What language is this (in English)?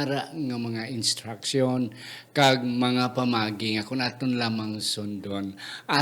Hiligaynon